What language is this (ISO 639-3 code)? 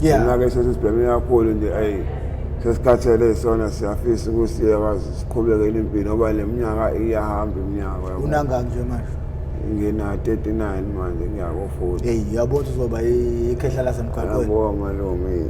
zul